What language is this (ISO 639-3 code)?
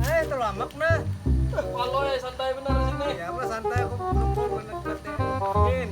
bjn